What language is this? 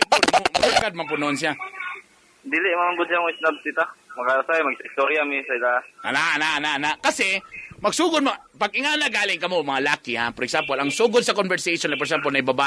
Cebuano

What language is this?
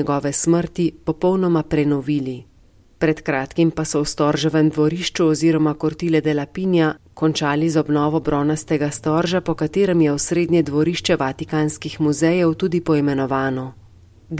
Slovenian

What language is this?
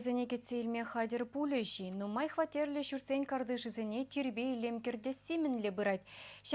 Chuvash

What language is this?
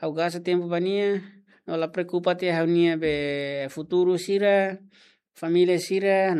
Tetum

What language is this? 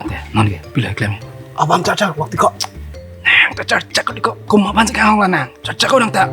Karbi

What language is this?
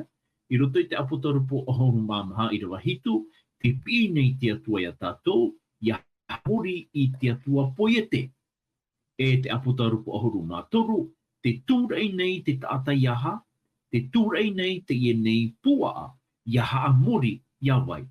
Tahitian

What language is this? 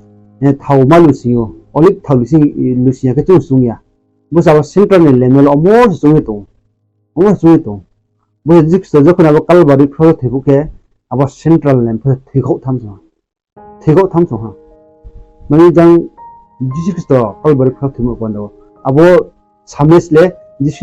Riang (India)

